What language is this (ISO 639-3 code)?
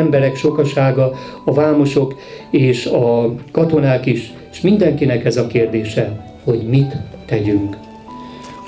hun